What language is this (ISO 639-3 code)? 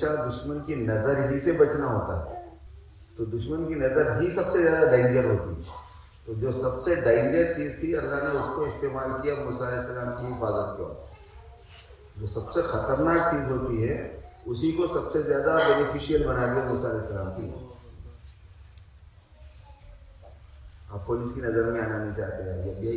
urd